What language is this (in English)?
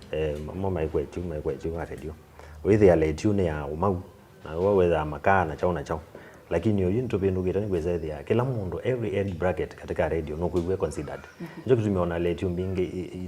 Kamba